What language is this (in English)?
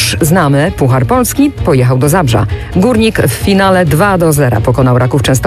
Polish